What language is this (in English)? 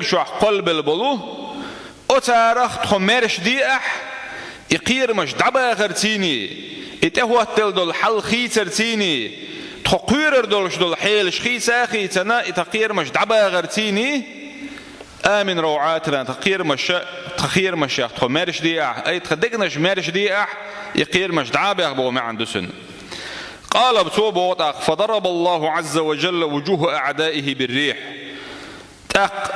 Chechen